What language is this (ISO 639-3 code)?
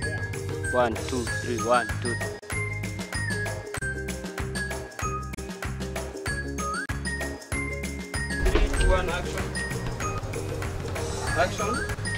swa